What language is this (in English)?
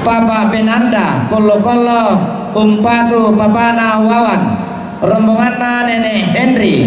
Toraja-Sa'dan